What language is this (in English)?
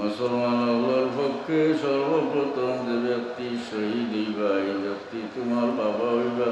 Sylheti